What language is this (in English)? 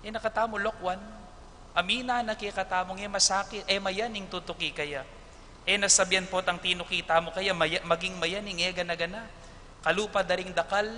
Pampanga